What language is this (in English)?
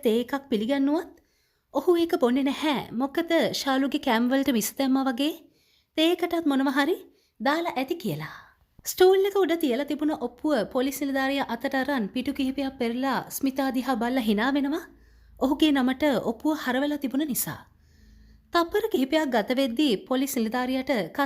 Sinhala